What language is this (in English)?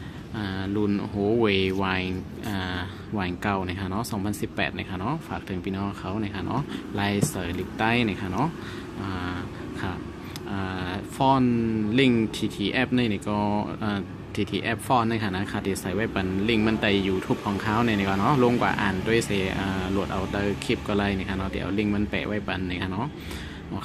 Shan